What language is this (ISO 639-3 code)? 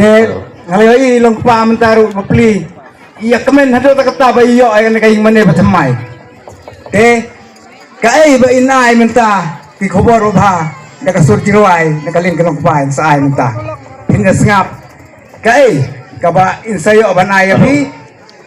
kha